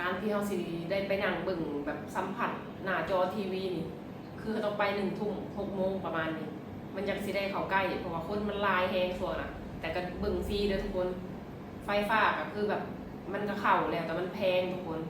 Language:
Lao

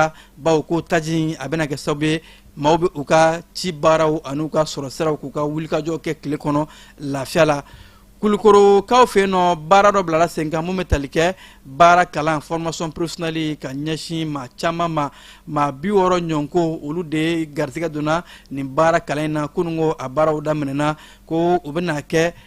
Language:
Bambara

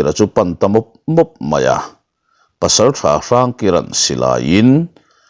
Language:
Mizo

